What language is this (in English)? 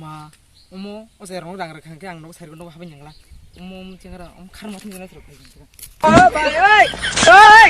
Kok Borok